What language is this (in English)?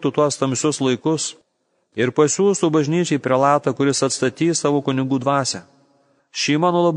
Lithuanian